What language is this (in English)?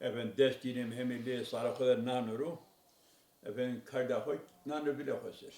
Zaza